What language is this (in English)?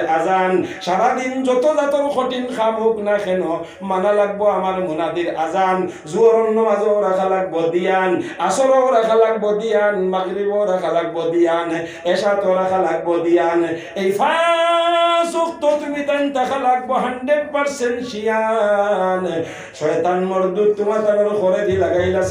Sylheti